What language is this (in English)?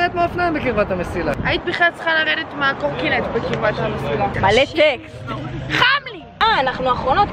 Hebrew